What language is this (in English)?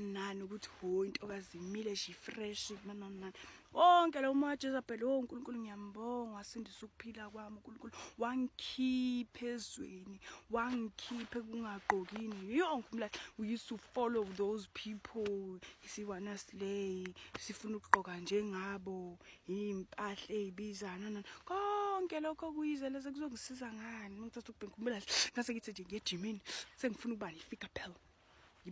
Zulu